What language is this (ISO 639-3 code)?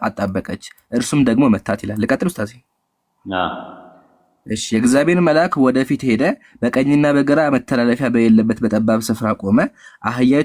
amh